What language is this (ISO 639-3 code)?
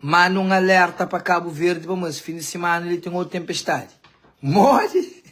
kea